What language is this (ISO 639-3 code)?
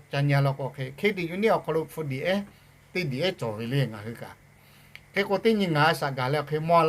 lhu